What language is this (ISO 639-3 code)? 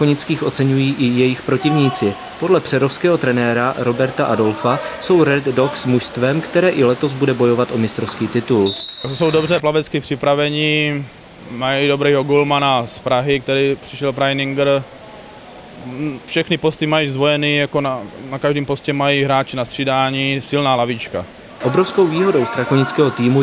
ces